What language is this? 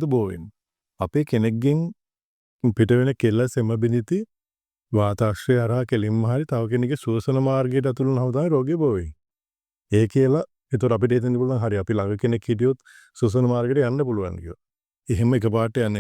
Sinhala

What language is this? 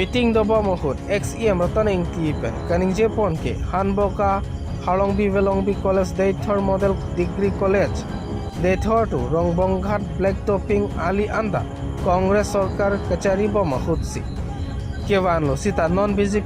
Karbi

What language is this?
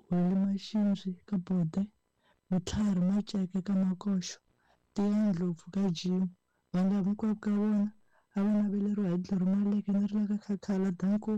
Tsonga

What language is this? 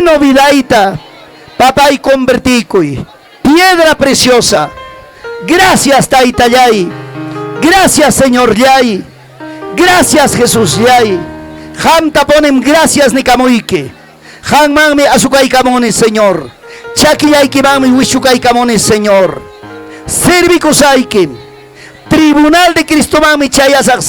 Ayacucho Quechua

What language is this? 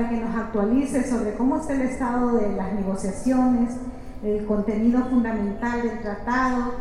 Spanish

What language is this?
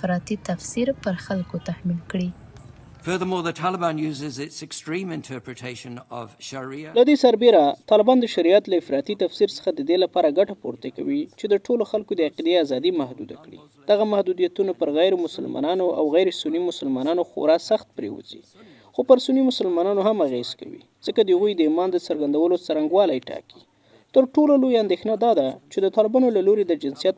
Pashto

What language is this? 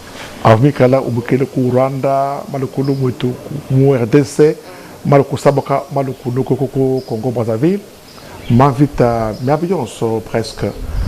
Luba-Lulua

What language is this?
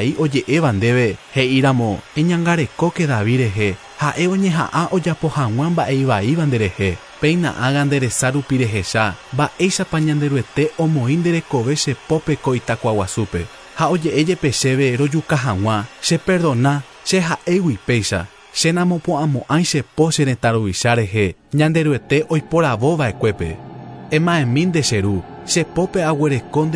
Guarani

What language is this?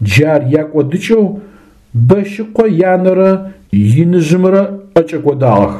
Adyghe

